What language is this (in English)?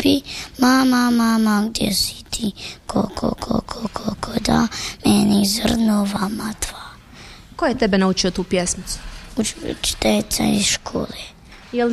Bosnian